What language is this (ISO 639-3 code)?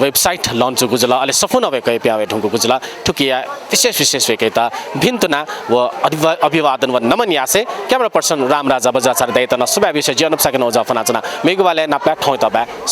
new